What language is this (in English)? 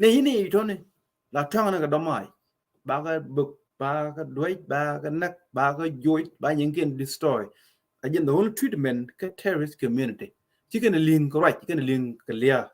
Nuer